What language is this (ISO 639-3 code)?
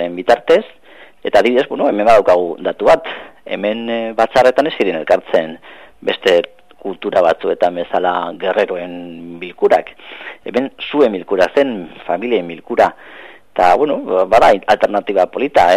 eus